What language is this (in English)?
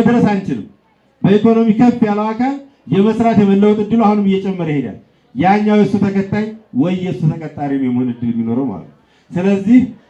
Amharic